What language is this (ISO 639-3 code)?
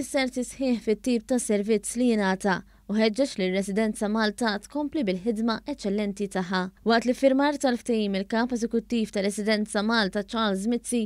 mlt